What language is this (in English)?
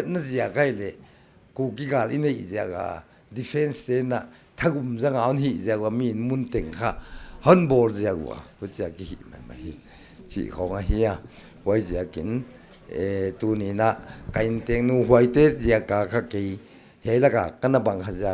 Paite Chin